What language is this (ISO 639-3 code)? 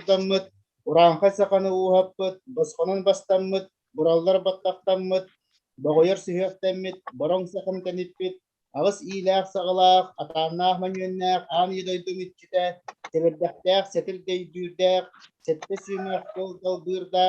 sah